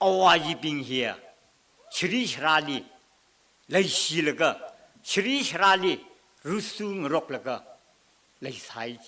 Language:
Tangkhul Naga (India)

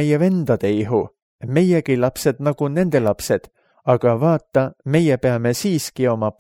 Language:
Estonian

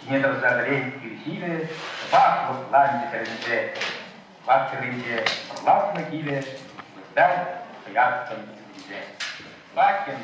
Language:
Chuvash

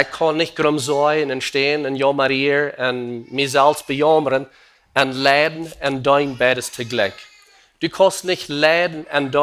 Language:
Plautdietsch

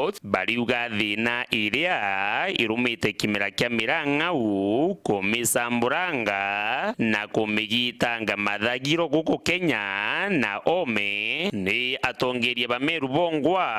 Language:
Meru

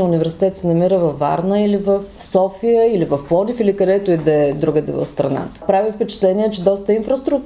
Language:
Bulgarian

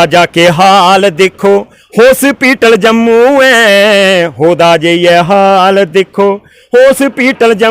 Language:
Dogri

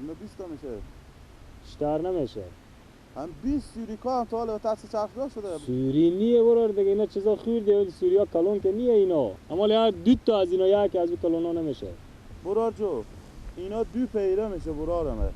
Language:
Persian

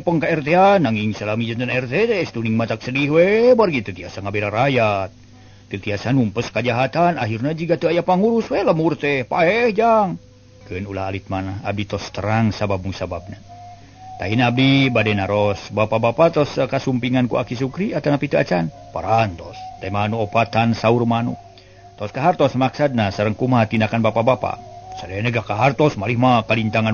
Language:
Sundanese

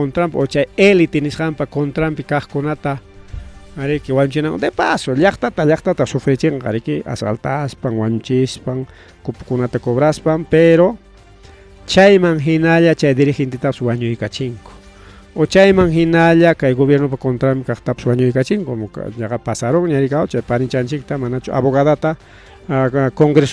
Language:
Ayacucho Quechua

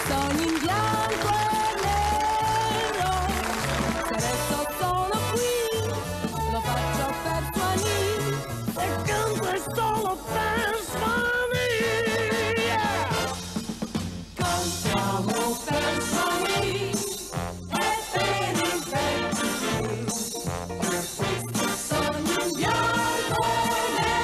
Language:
Italian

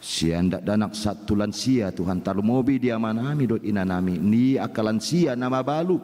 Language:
Batak Toba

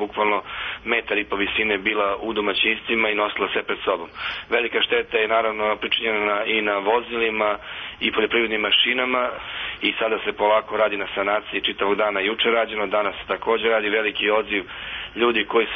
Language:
Serbian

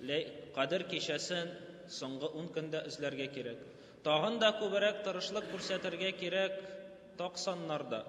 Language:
Tatar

